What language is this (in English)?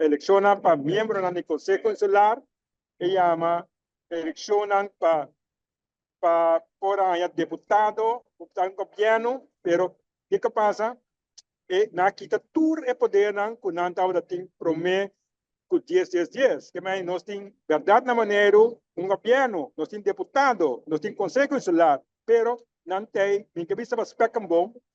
Papiamento